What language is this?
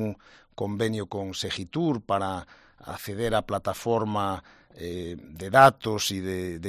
Galician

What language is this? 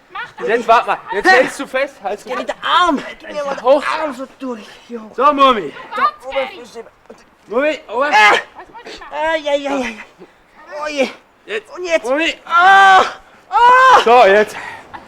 Swiss German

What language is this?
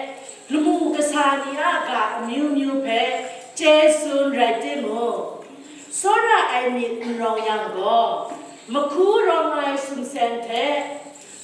Kachin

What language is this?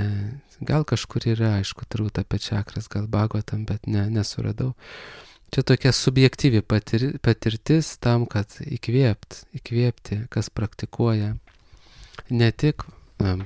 Lithuanian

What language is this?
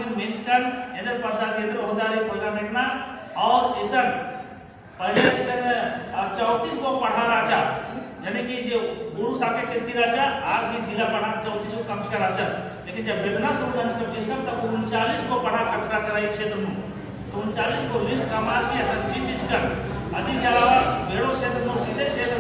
Kurukh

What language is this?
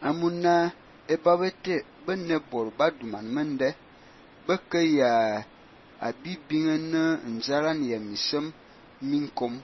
Fang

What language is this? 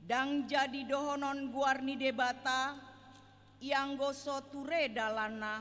Batak Toba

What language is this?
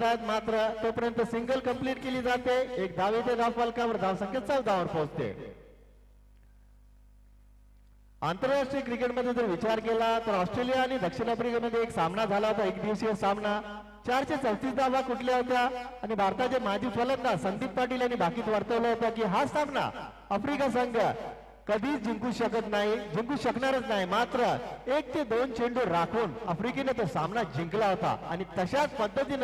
Marathi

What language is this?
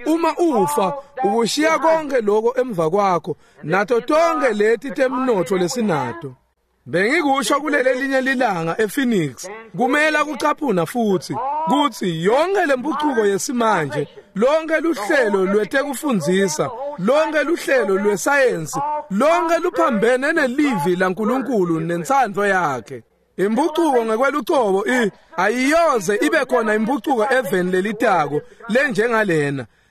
Swati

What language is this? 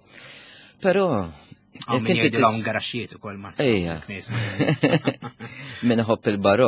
Maltese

